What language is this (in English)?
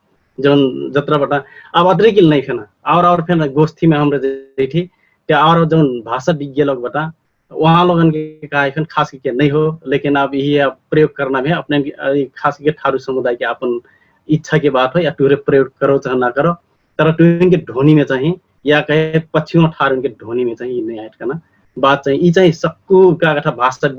Dangaura Tharu